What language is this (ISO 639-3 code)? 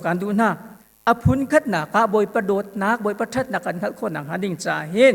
cnh